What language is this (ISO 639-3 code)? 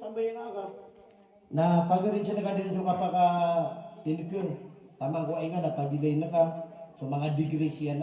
mrw